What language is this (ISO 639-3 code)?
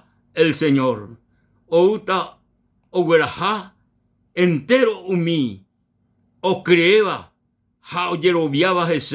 grn